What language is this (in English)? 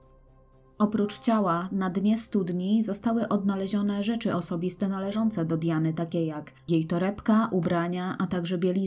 Polish